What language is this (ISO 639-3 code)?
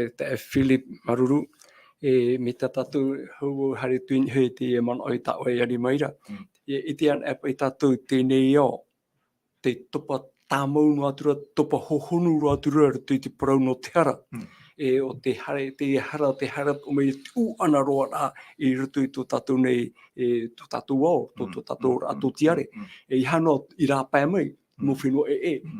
tah